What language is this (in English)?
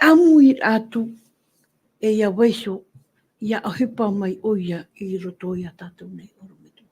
Tahitian